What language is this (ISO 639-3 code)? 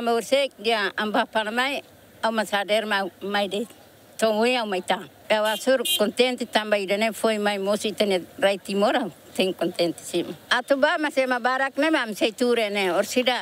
tet